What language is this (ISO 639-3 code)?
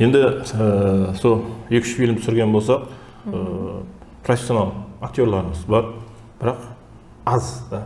kaa